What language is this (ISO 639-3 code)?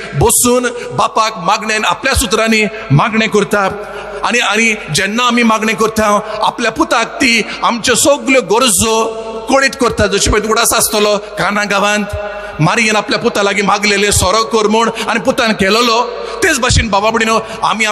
kok